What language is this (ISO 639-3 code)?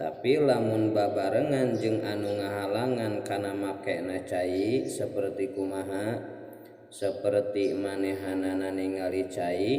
sun